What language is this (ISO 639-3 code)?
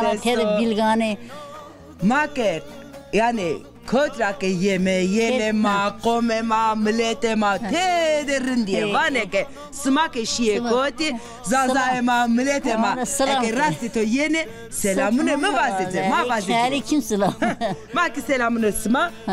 zza